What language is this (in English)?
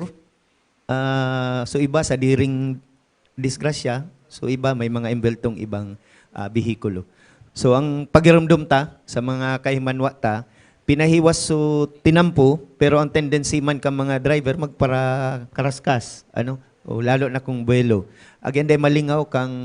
Bikol